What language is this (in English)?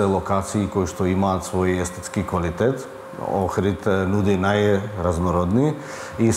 Macedonian